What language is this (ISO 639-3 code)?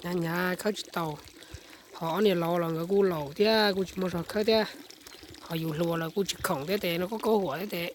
hmn